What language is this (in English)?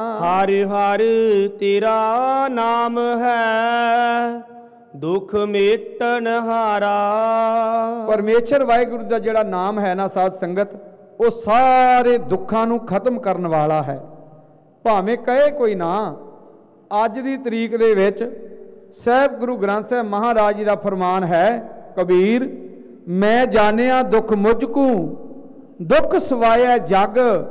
Punjabi